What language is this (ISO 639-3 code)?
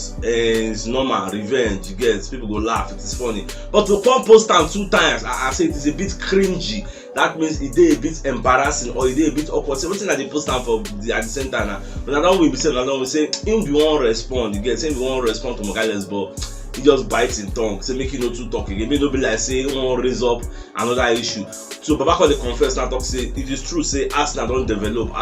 pcm